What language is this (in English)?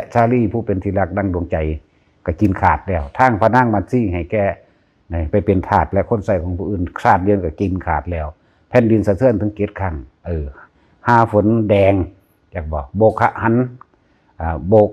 Northeastern Thai